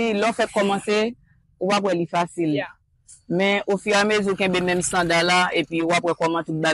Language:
Haitian Creole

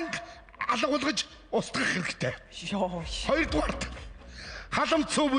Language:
Mongolian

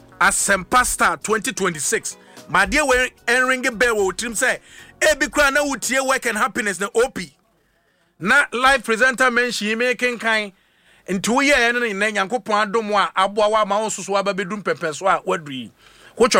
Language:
Akan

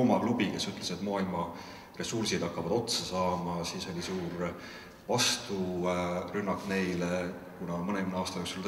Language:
Estonian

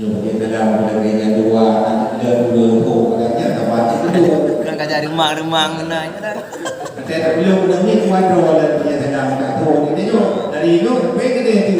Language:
Achinese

